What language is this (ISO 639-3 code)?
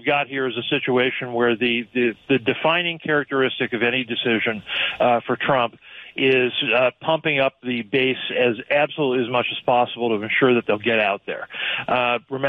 eng